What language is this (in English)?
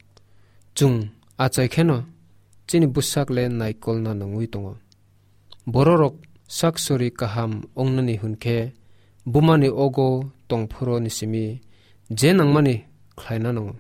Kok Borok